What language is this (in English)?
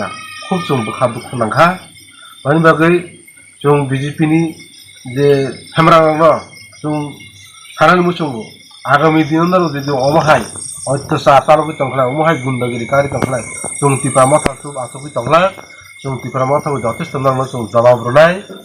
Kok Borok